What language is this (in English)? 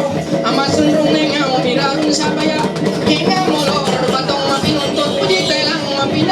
Ma'anyan